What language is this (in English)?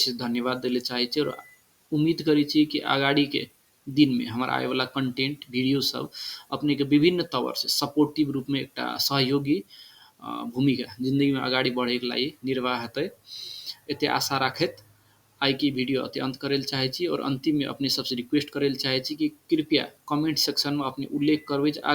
Maithili